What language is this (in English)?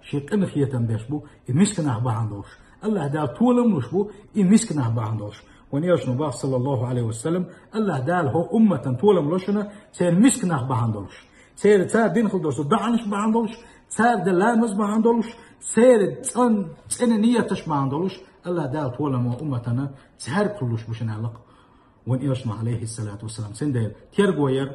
Chechen